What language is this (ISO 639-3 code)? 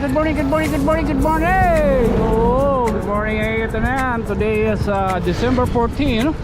war